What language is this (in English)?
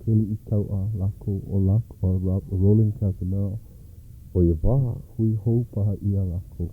Hawaiian